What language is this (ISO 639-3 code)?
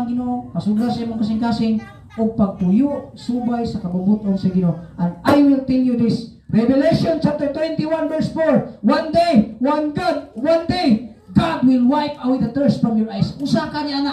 ceb